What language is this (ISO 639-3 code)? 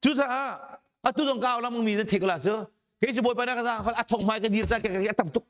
cnh